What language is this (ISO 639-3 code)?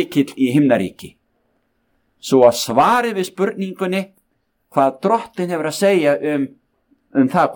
isl